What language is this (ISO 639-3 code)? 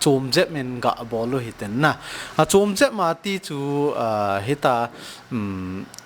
tcz